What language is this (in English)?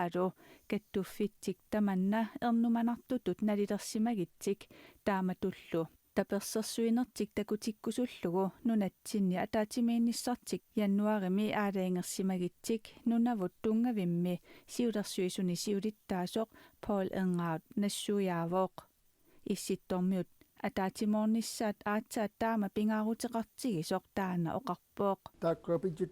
Kalaallisut